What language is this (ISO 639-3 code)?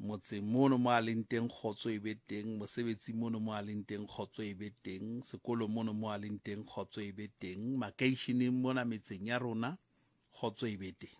sot